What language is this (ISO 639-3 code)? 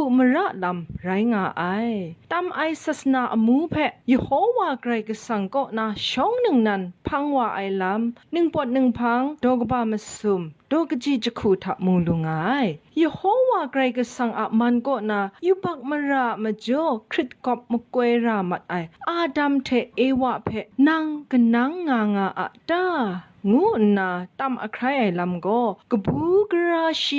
kac